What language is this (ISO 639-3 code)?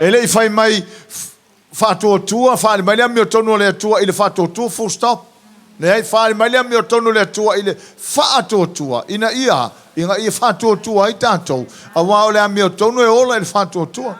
smo